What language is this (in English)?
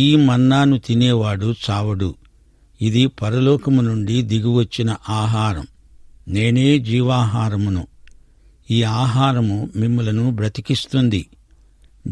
Telugu